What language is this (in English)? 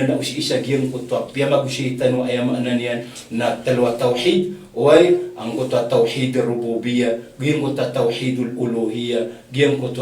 Maranao